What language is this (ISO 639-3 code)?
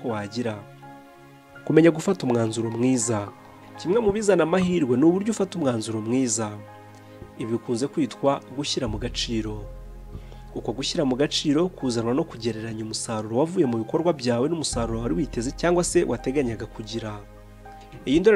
kin